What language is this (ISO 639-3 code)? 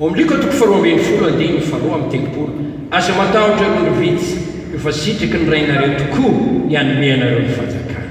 mlg